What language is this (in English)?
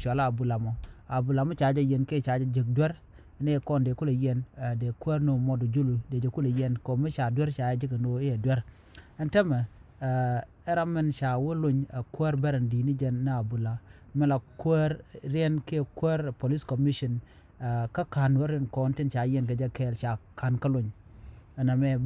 Nuer